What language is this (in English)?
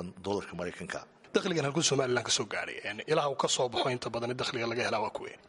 Somali